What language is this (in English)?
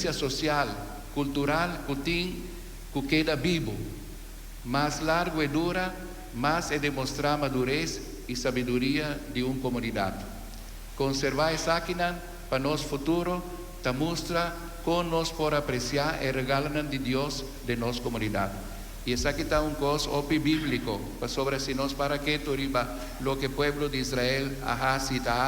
Papiamento